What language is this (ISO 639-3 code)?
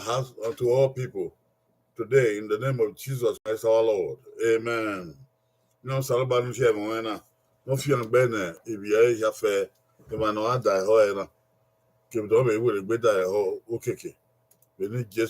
bin